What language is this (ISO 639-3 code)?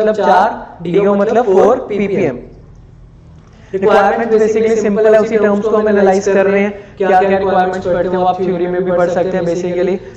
hin